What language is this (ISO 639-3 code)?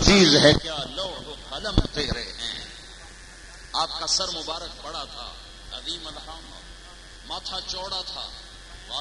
urd